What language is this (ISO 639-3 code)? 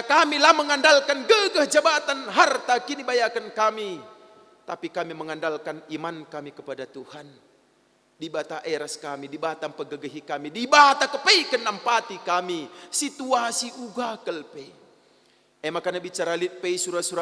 btx